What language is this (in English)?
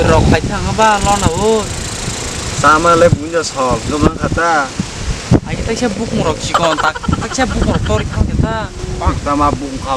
Kok Borok